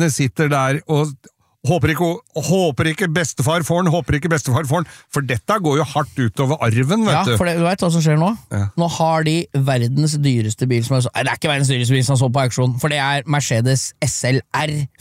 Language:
Norwegian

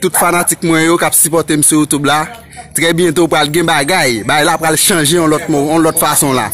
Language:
Haitian Creole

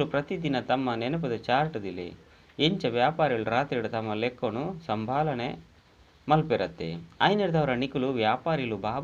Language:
Tulu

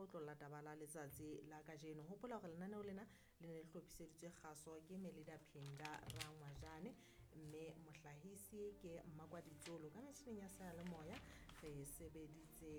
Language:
Southern Sotho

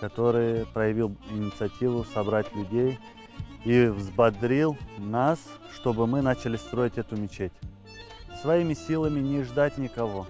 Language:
Crimean Tatar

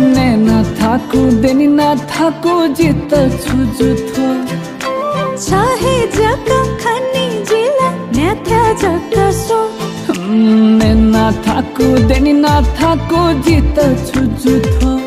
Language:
Newari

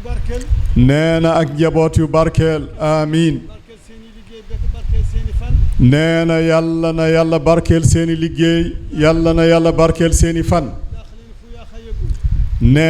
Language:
Wolof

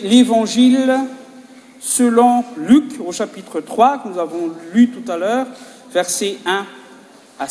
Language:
French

